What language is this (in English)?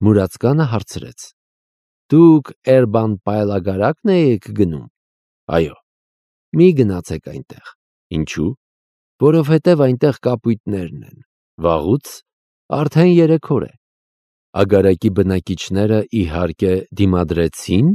Armenian